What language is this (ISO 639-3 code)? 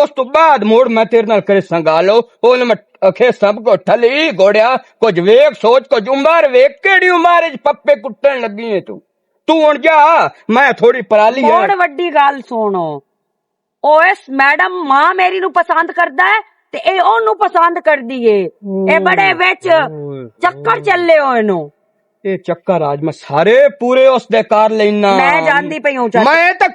lah